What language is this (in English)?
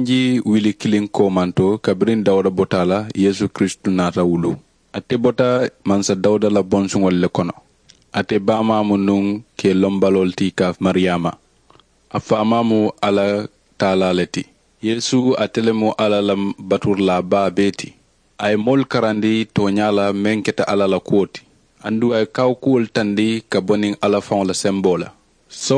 Mandingo